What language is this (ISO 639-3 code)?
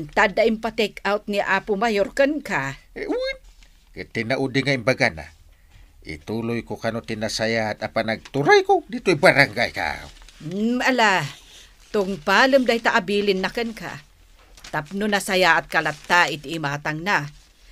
ilo